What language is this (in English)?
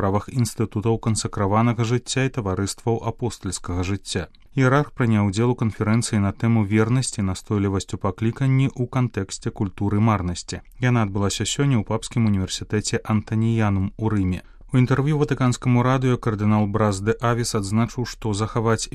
Belarusian